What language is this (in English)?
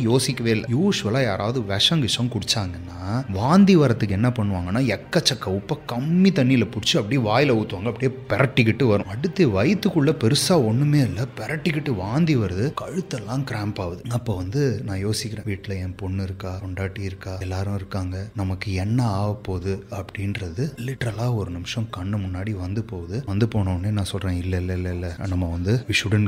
Tamil